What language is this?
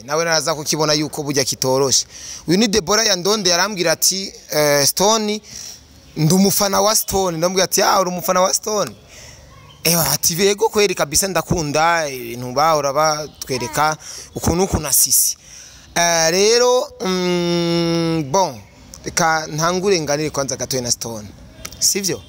Rundi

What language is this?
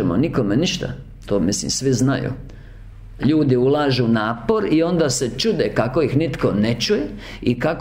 Croatian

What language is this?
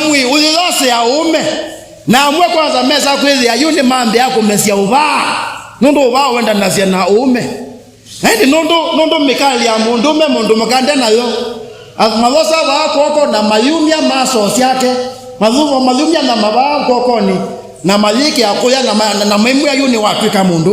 Kamba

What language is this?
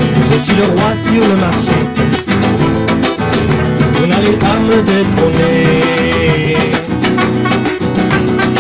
French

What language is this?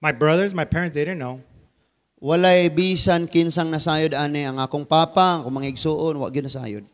Cebuano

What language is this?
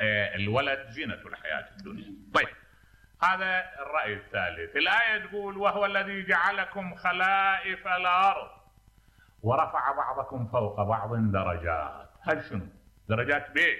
Mesopotamian Arabic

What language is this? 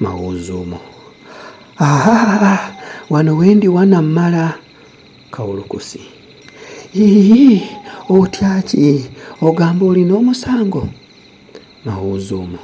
Ganda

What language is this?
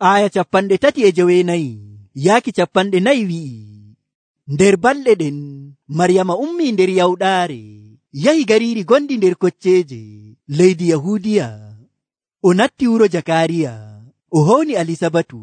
Nigerian Fulfulde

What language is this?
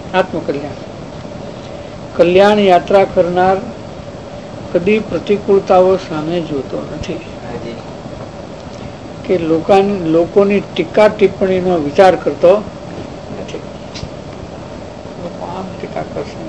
Gujarati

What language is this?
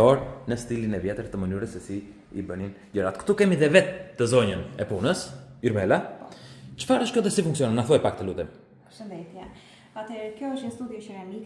Albanian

